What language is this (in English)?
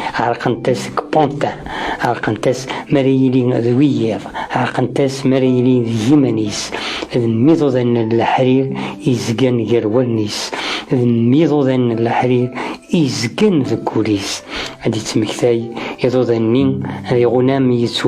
Kabyle